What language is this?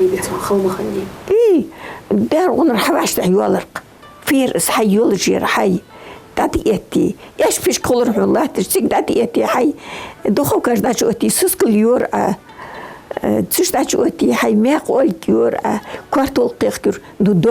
Ingush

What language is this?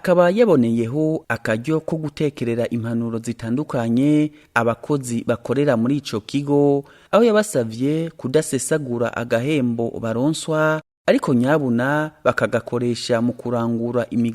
Rundi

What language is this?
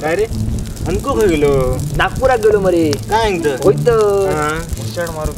Konkani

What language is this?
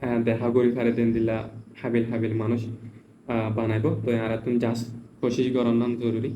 Rohingya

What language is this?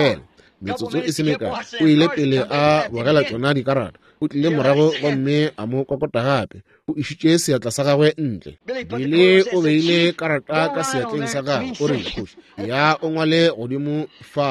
Northern Sotho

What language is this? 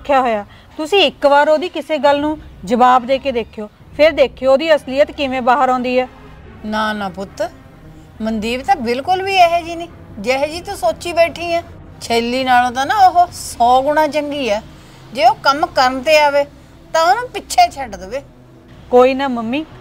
Punjabi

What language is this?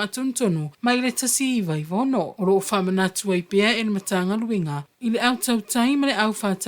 Samoan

